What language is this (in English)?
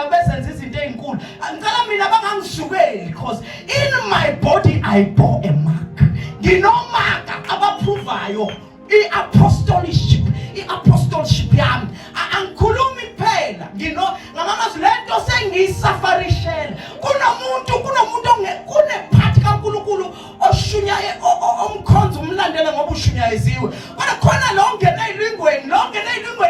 Zulu